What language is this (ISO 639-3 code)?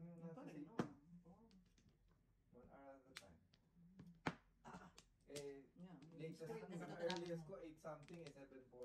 fil